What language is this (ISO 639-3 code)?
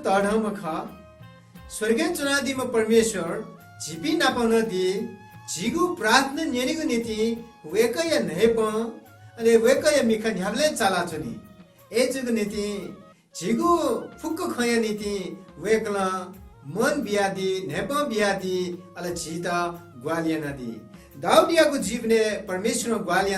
new